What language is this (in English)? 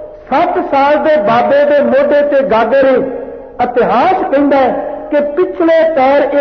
Punjabi